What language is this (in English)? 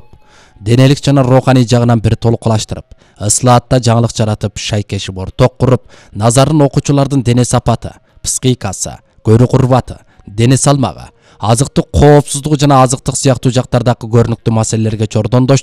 Kyrgyz